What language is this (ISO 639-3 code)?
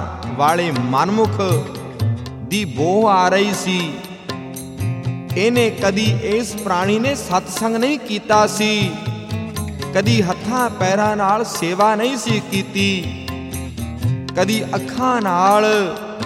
pan